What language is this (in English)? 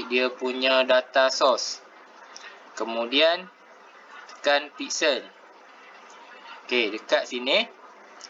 Malay